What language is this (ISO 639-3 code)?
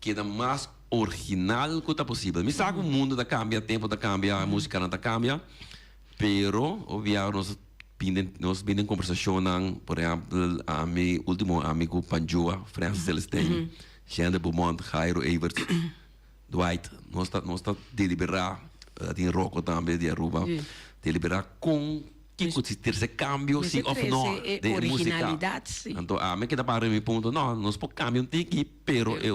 pap